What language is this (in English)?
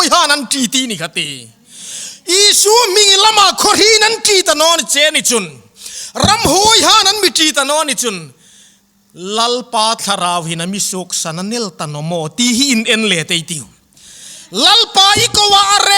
Hmar